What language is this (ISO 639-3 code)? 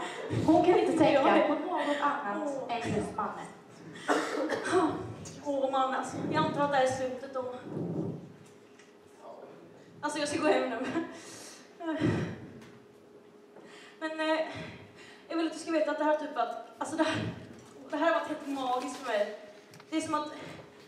swe